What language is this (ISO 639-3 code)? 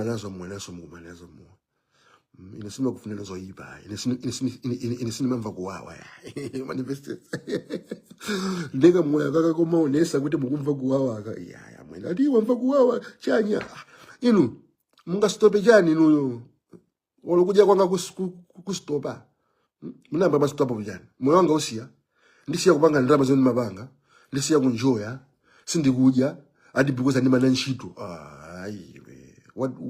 nya